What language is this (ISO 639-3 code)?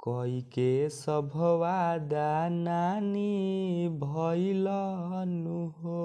bho